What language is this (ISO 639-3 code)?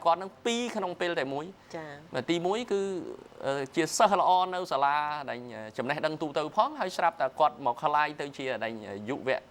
khm